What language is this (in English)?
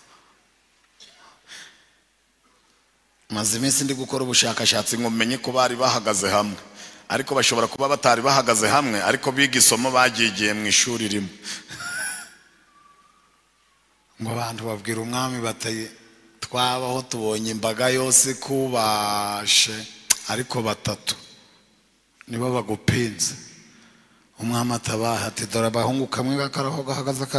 Kinyarwanda